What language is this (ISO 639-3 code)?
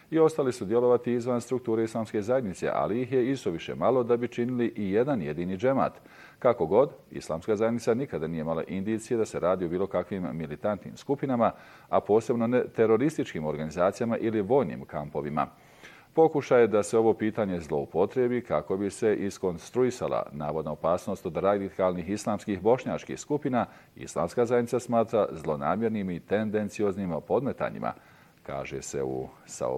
bos